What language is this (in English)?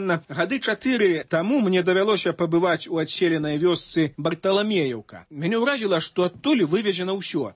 Belarusian